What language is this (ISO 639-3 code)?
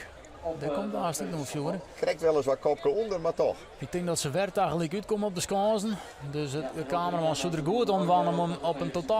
fry